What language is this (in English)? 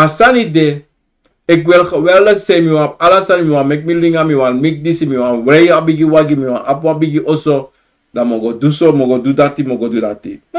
Sranan Tongo